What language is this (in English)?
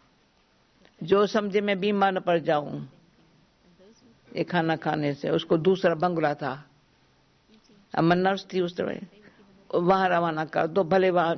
Hindi